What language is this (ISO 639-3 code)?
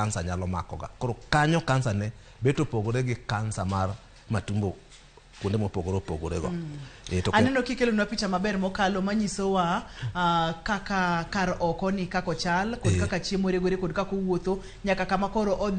luo